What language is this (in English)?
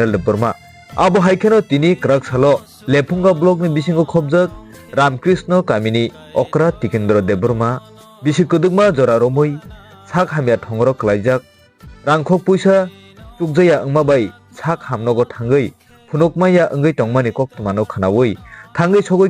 Kok Borok